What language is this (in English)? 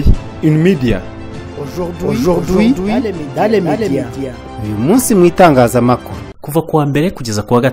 Kinyarwanda